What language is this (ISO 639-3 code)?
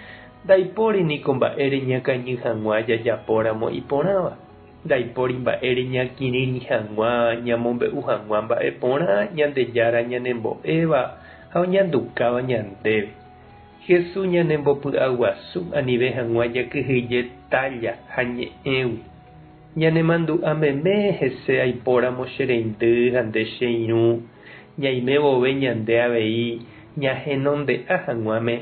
grn